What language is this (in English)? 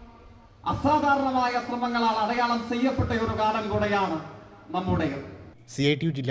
Malayalam